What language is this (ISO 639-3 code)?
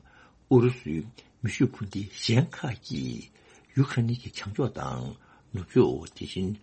bod